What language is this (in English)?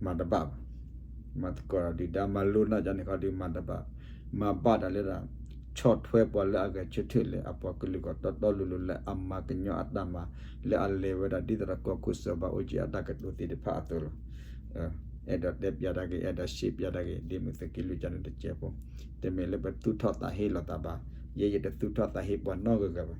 S'gaw Karen